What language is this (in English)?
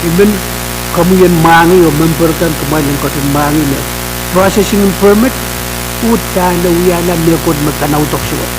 Pohnpeian